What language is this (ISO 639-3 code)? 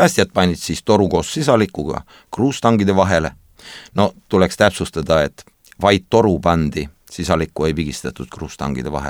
est